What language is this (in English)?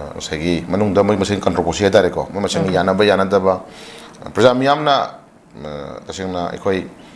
Manipuri